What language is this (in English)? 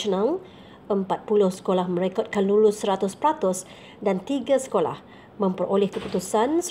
Malay